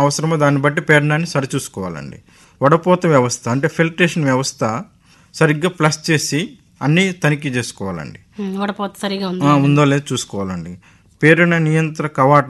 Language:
Telugu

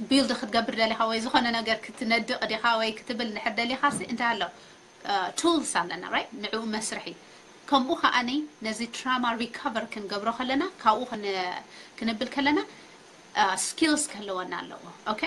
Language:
Tigrinya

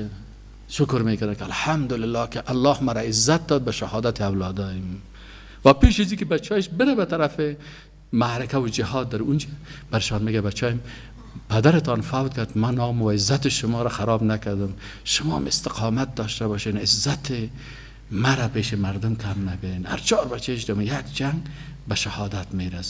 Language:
Persian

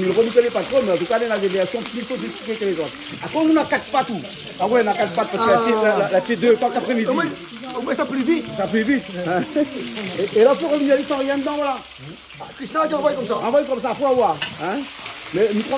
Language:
Réunion Creole French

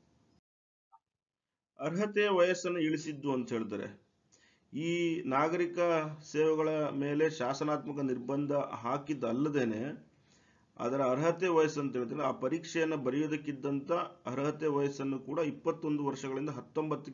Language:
Kannada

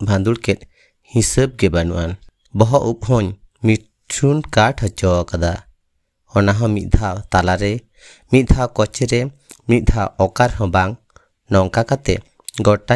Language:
Santali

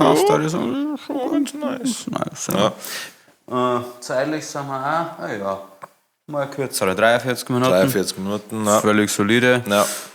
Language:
Bavarian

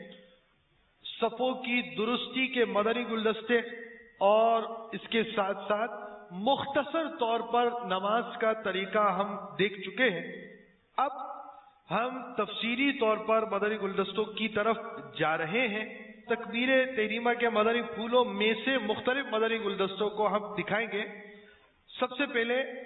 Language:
Urdu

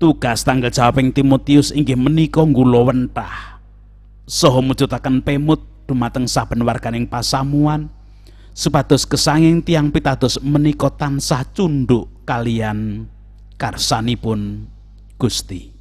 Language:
Javanese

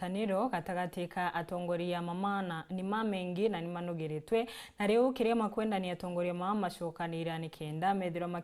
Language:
Meru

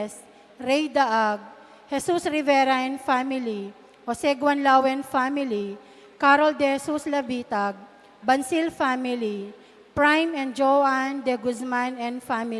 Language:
Pampanga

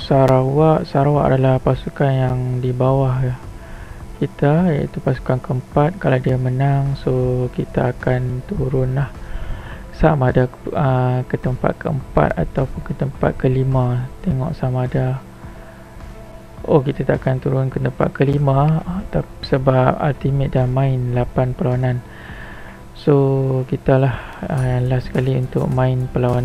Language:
Malay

